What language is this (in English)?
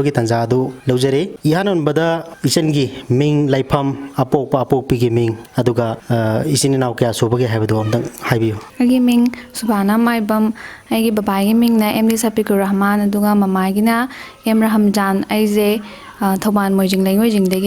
Manipuri